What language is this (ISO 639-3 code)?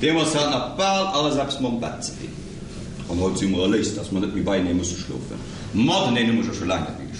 ltz